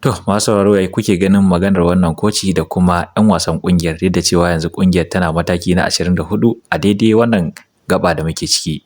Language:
Hausa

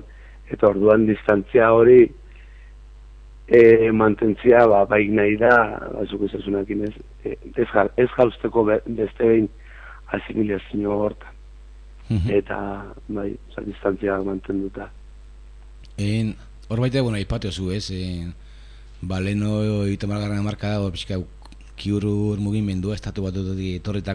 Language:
Basque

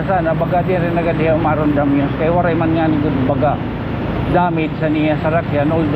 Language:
Waray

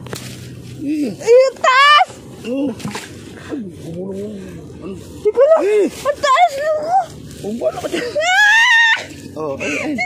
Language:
Filipino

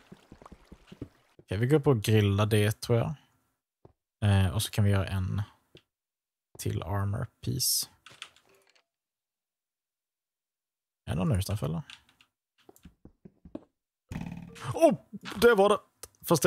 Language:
Swedish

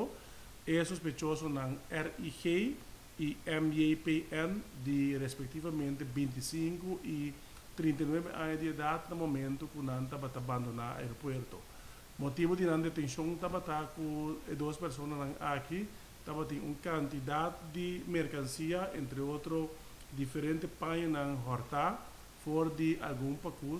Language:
Papiamento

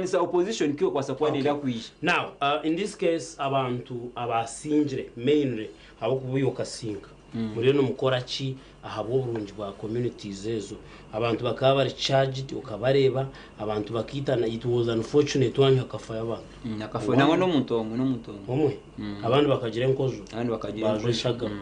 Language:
Nyankole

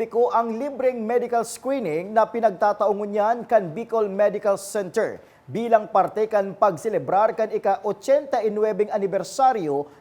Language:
Bikol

